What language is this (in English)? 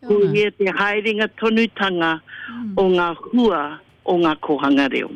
Māori